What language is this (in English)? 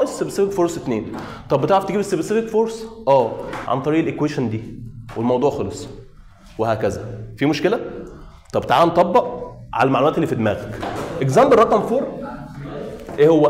Egyptian Arabic